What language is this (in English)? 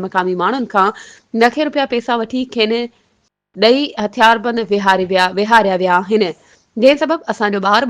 Sindhi